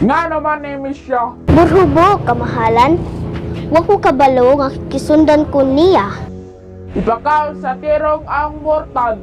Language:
Cebuano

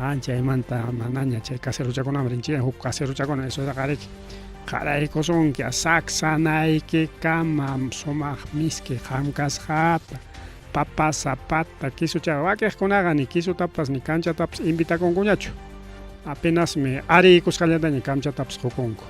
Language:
Ayacucho Quechua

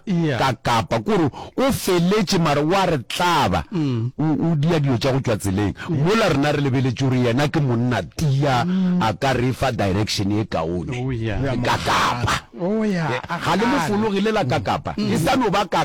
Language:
Northern Sotho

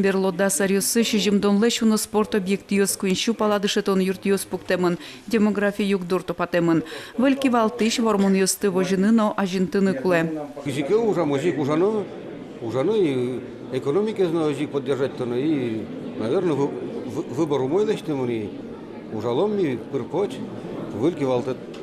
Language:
Udmurt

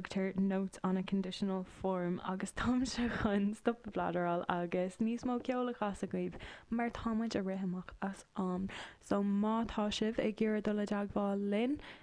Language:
Irish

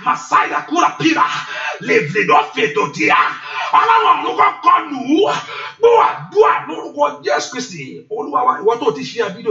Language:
Yoruba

